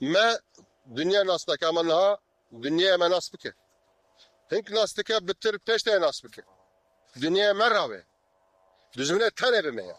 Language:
Kurdish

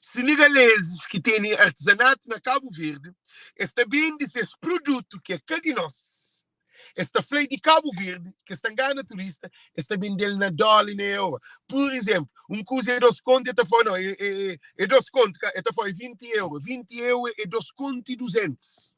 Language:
Kabuverdianu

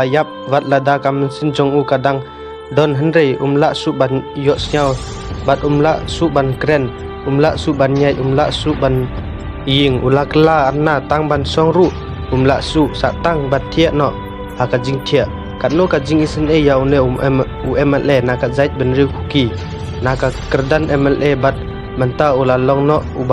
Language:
Khasi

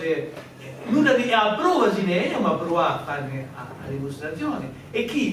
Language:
Corsican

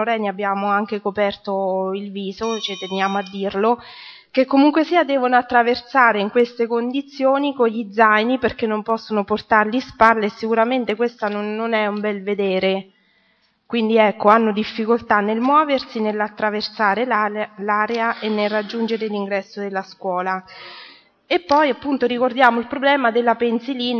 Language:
Italian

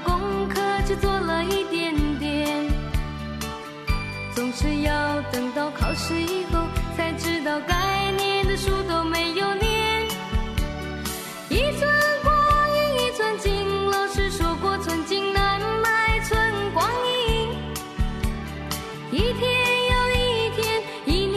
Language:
Chinese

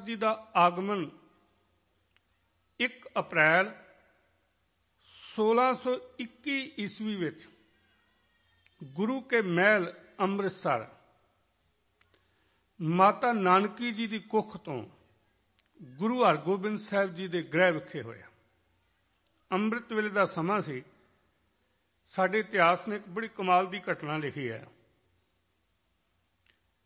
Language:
Punjabi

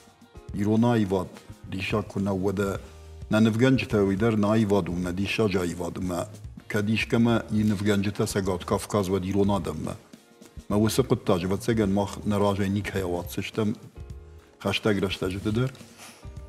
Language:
Ossetic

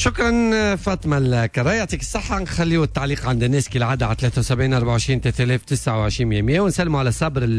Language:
Tunisian Arabic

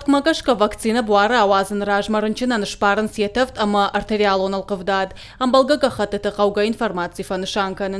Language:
Ossetic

